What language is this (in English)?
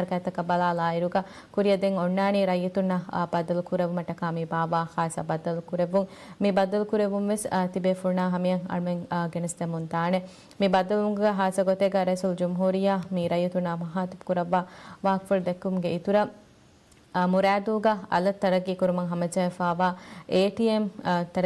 Divehi